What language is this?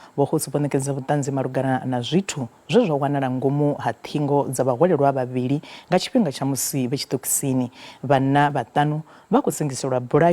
Venda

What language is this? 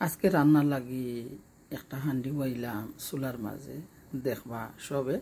Sylheti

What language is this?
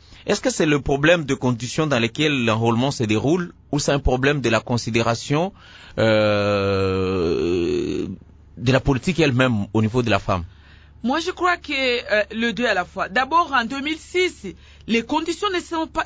French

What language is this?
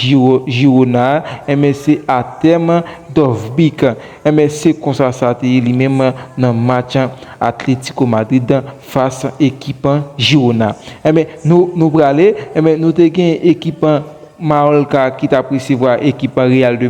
Haitian Creole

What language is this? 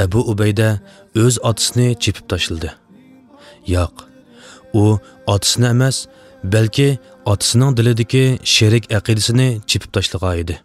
Uyghur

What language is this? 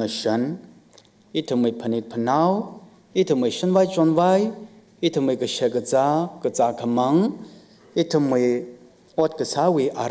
Tangkhul Naga (India)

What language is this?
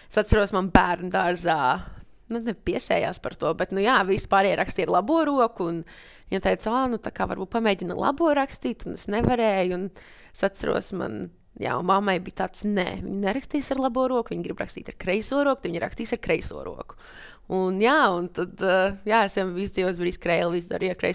Latvian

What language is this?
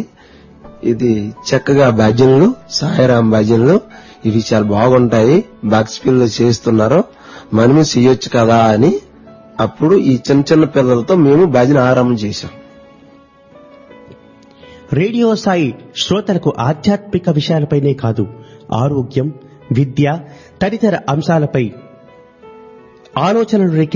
Telugu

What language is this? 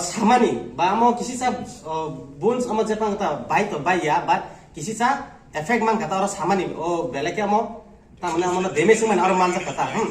Kok Borok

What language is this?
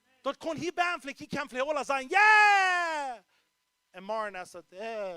Plautdietsch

